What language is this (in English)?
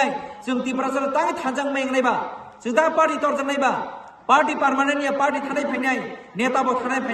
Kok Borok